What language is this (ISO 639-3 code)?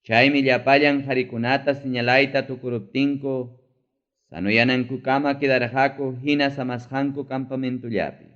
quy